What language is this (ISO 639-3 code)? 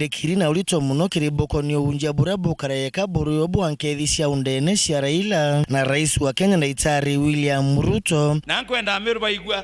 mer